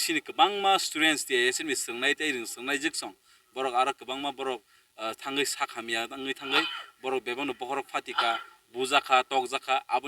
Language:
Kok Borok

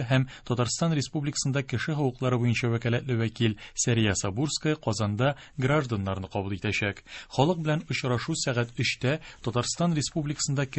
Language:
Tatar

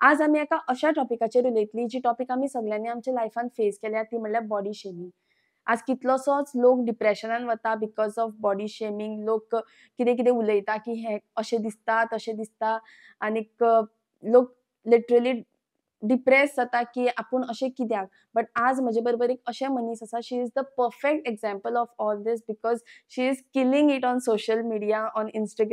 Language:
Konkani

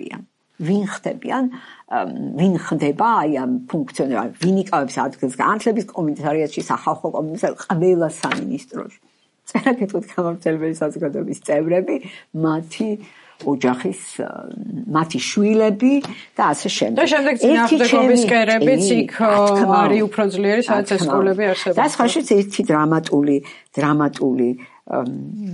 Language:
Georgian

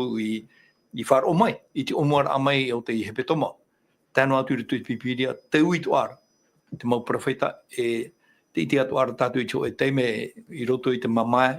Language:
Tahitian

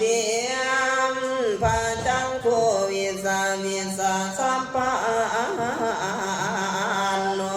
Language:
Pali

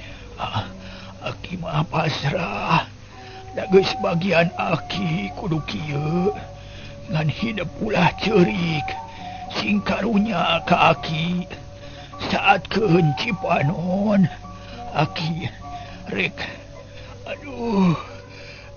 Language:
Sundanese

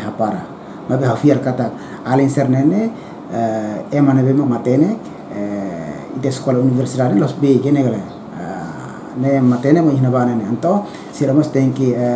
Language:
Tetum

